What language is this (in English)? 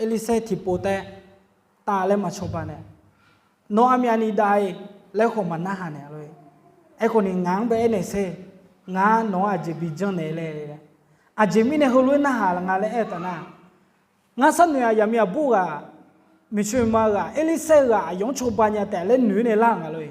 Akha